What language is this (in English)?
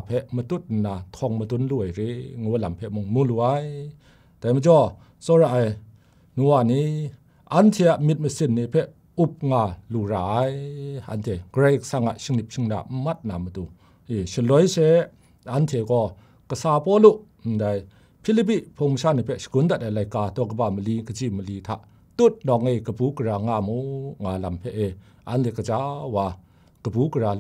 Kachin